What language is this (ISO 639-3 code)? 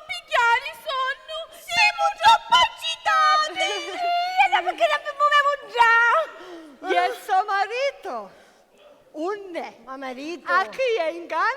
scn